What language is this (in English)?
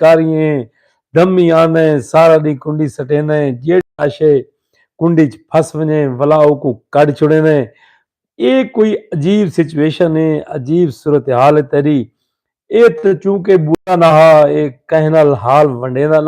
Saraiki